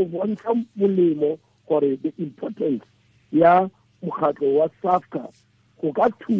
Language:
Tswana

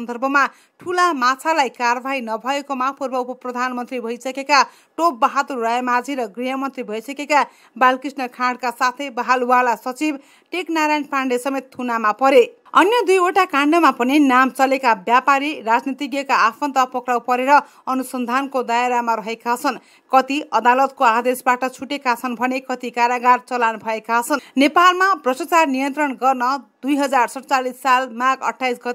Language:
Nepali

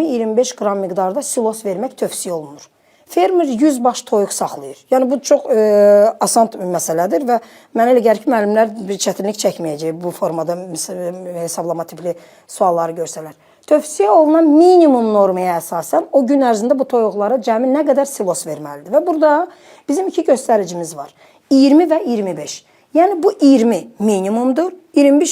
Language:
Azerbaijani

